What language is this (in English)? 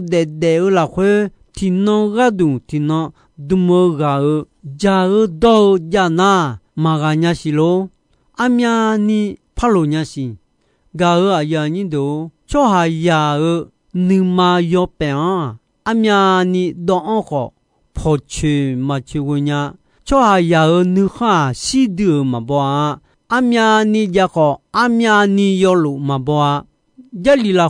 Akha